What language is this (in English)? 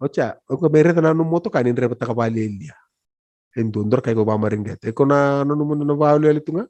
Fijian